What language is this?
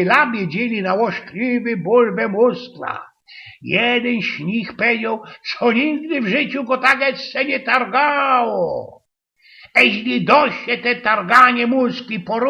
Silesian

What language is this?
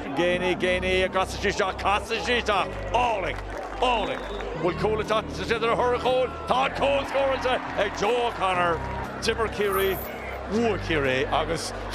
Irish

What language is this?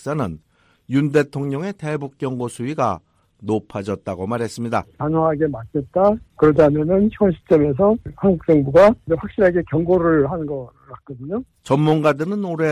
Korean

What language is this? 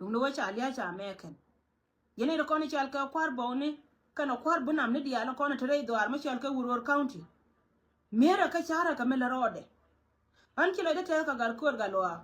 Nuer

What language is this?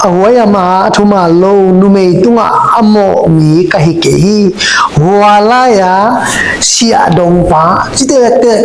Tedim Chin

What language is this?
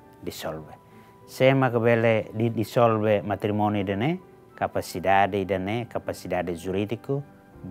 Tetum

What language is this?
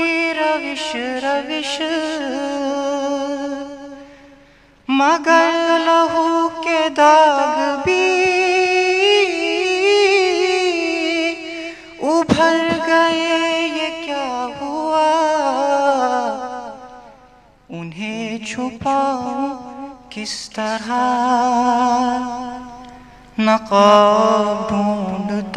Urdu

